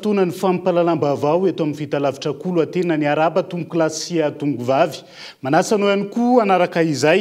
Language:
Malagasy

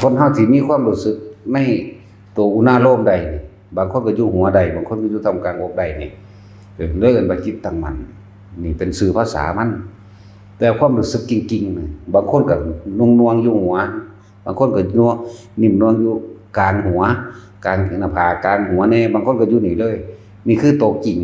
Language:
Northeastern Thai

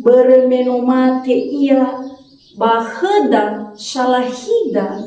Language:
Nias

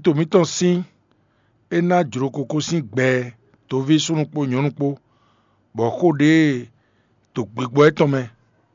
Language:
Fon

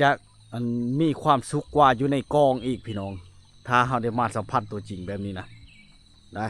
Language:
Lao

